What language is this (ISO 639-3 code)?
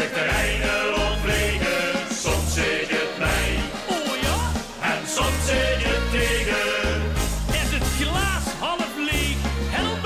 lim